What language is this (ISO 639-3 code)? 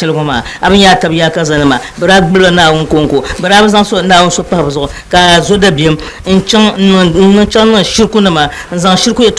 dag